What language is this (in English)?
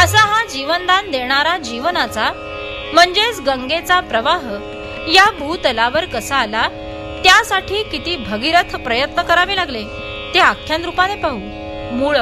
Marathi